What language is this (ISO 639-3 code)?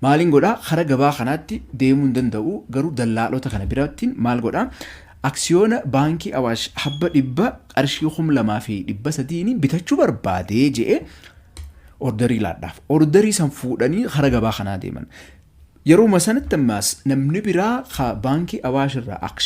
orm